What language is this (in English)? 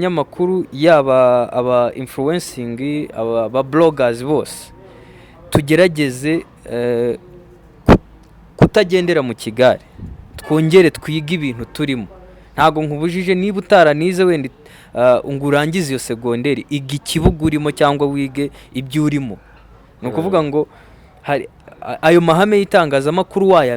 Kinyarwanda